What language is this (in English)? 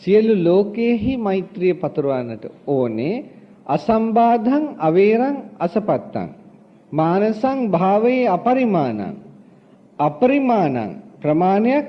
Sinhala